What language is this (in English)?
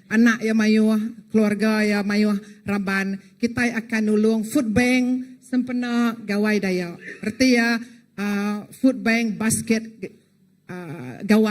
Iban